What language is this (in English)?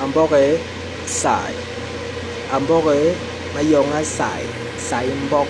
Basaa